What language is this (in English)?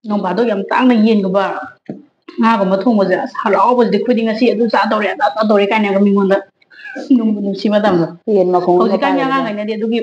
Manipuri